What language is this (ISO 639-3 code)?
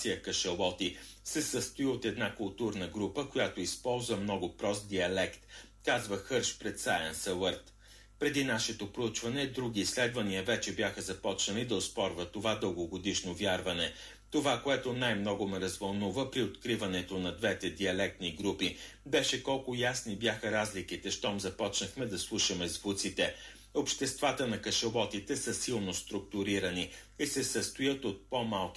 bul